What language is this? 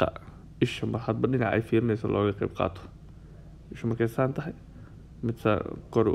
Somali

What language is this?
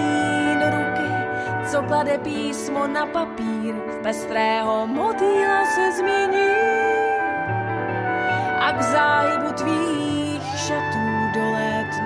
Czech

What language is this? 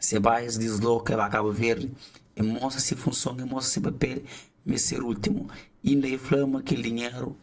Kabuverdianu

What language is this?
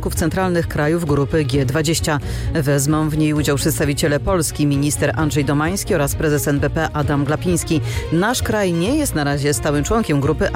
Polish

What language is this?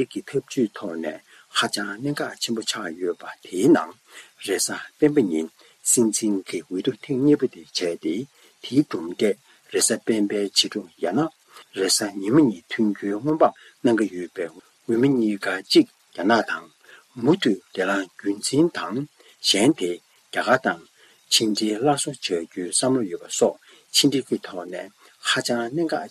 Tibetan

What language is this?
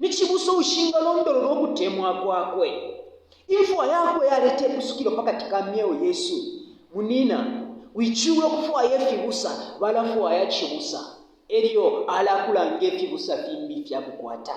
Bemba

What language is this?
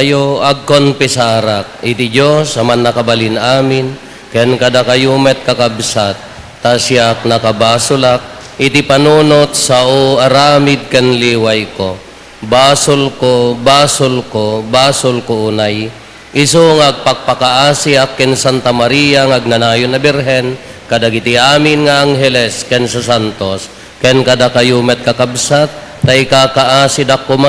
Iloko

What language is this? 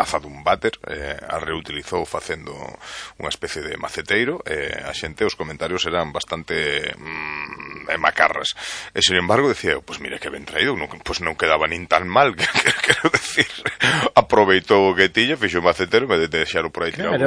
Galician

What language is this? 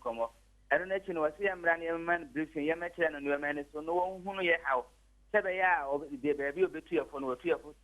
Akan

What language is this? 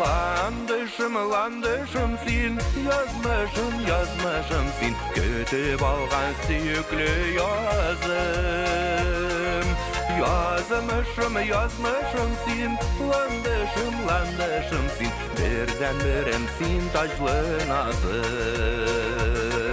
Bashkir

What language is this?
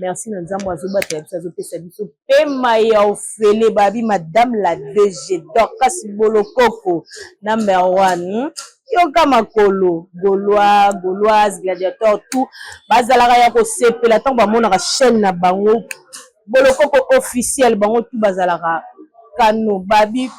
Lingala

